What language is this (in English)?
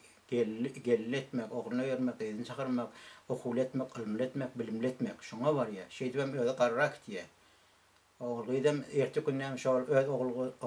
Turkmen